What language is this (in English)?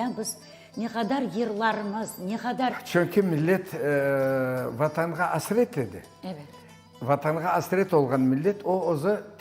Crimean Tatar